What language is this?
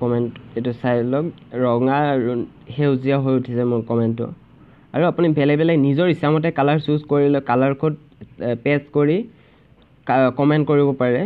Assamese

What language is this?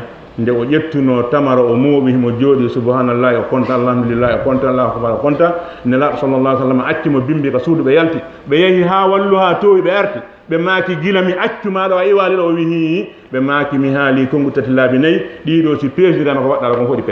Fula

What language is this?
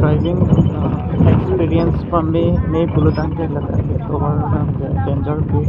Karbi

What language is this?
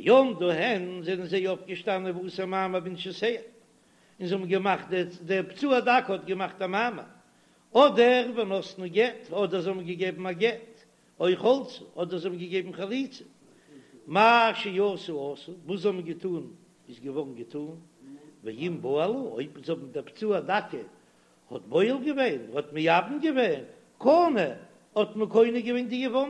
Yiddish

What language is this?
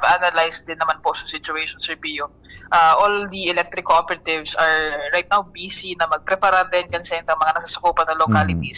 Bikol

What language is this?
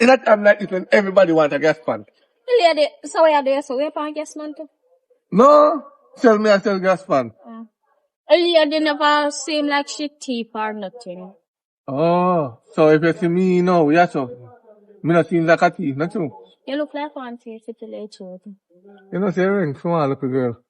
Jamaican Creole English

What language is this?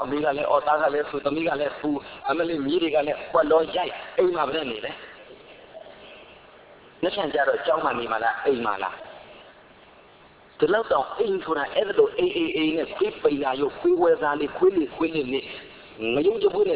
Burmese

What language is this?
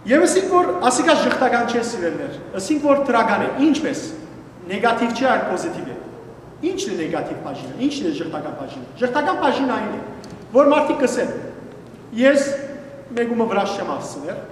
Western Armenian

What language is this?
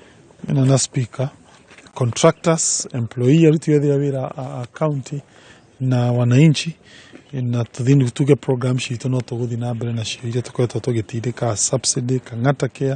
Kikuyu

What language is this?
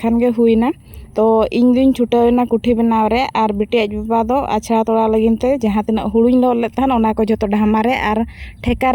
Santali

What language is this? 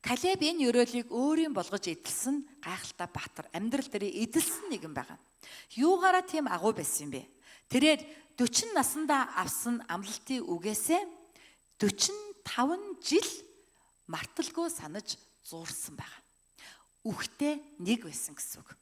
Mongolian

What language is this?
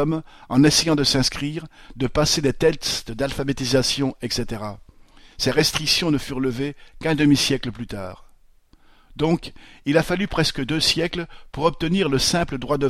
French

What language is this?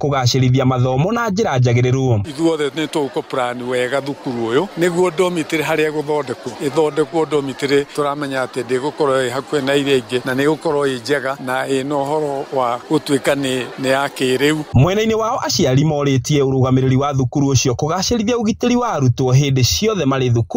Kikuyu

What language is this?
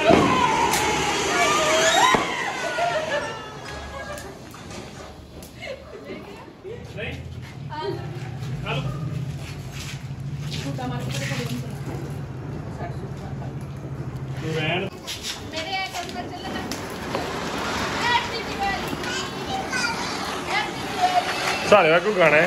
Punjabi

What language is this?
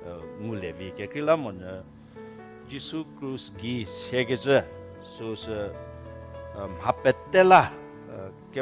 Angami Naga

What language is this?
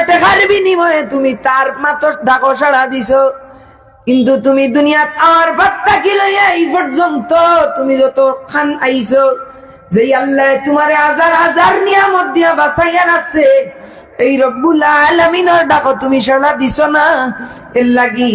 Sylheti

